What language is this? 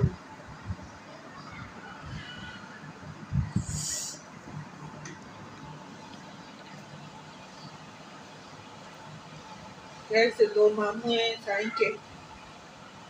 Hindi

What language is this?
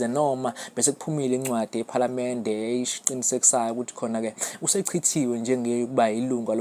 Zulu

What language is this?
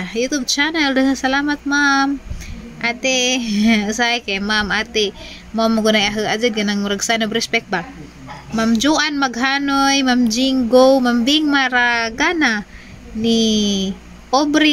Cebuano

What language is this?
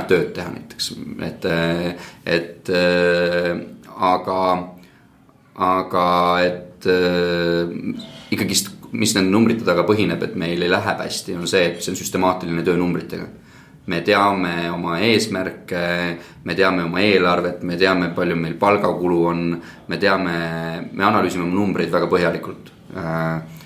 Estonian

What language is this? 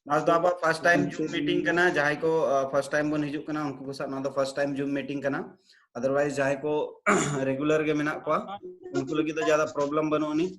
Santali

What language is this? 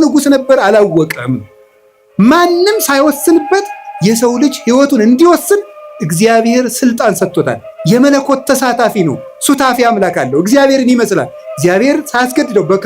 Amharic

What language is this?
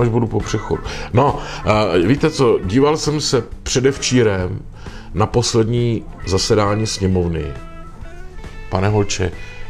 Czech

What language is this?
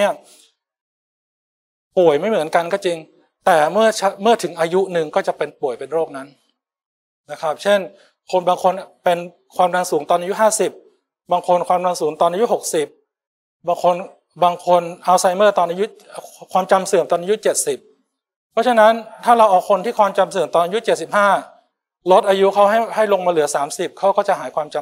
Thai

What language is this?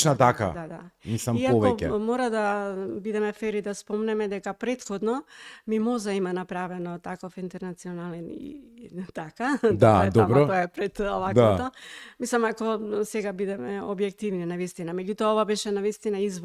Macedonian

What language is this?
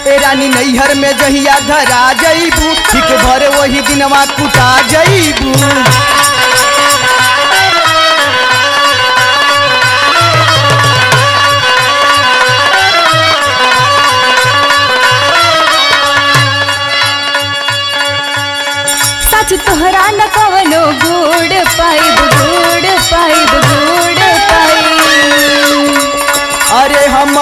Bhojpuri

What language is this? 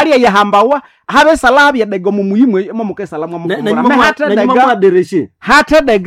Nande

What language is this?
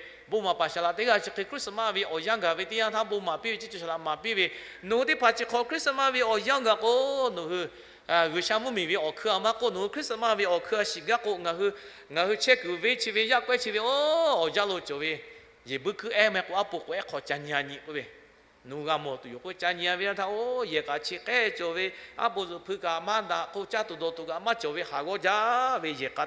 Lahu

